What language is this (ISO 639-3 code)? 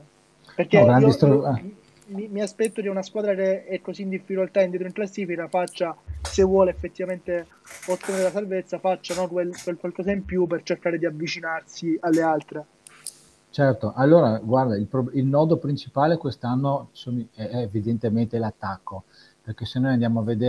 ita